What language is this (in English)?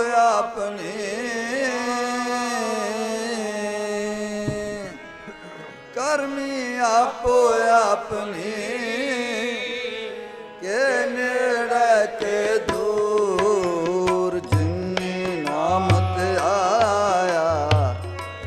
Punjabi